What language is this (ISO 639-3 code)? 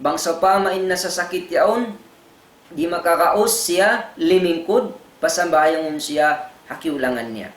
tsg